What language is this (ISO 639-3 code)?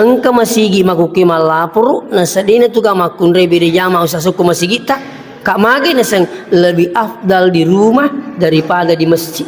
bug